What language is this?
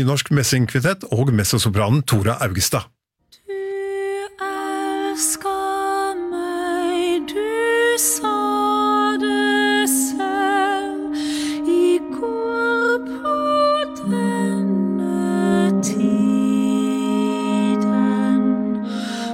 Norwegian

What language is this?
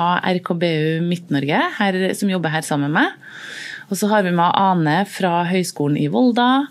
Norwegian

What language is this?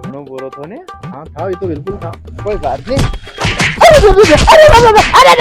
Rajasthani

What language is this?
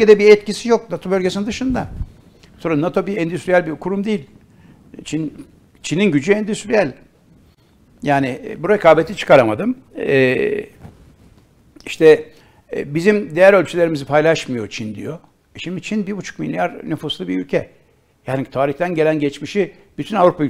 Turkish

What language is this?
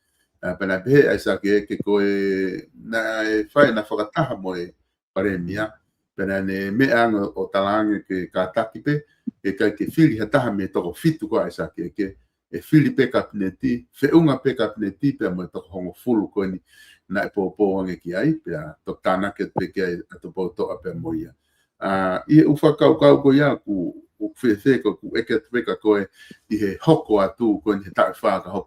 Tongan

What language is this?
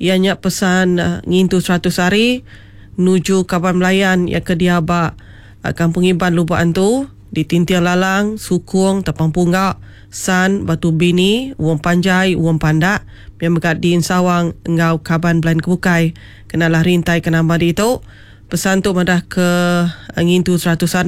Iban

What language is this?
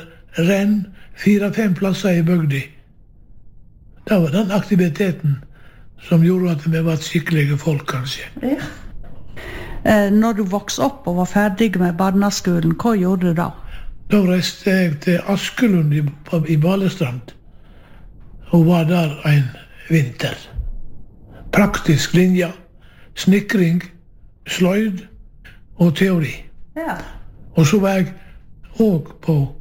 Norwegian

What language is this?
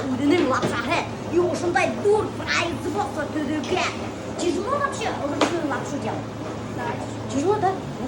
Bashkir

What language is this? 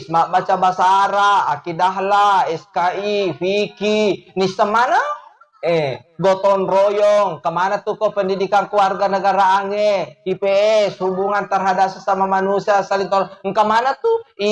Buginese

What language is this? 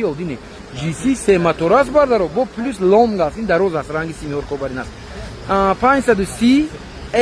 Tajik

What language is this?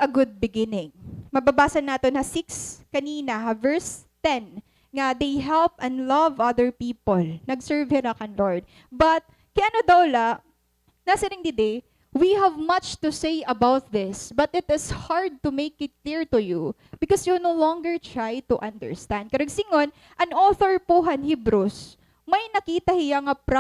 Waray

